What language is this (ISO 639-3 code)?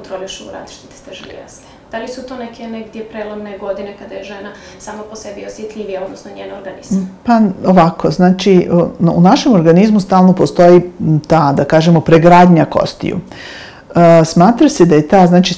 srp